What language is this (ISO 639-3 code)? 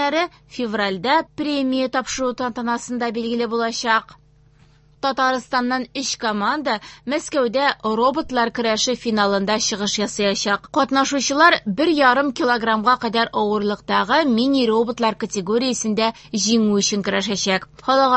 tat